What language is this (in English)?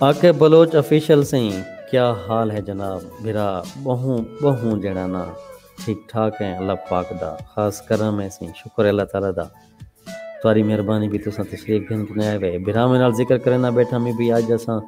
Saraiki